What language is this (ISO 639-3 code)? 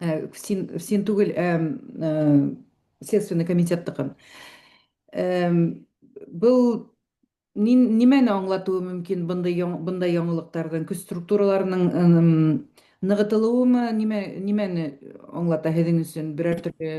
bak